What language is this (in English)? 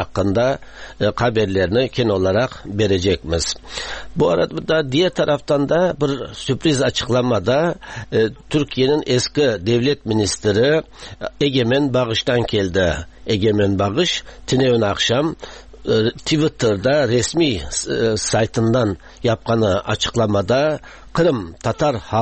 Tatar